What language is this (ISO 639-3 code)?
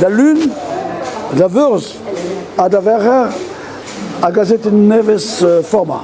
bre